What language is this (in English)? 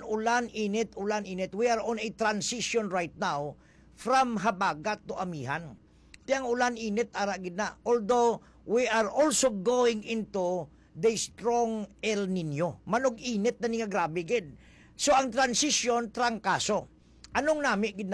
Hiligaynon